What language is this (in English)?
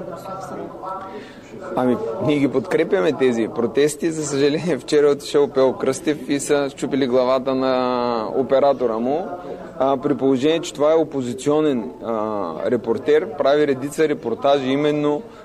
Bulgarian